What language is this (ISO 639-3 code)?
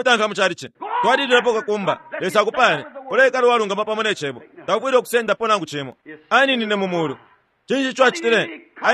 bem